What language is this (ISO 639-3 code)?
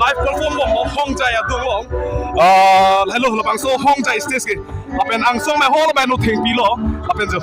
mjw